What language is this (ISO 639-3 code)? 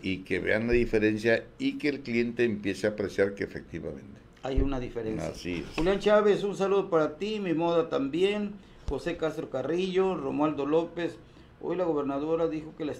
spa